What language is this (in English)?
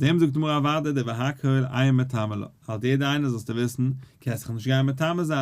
Yiddish